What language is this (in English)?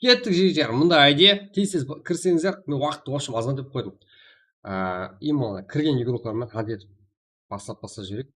Kara-Kalpak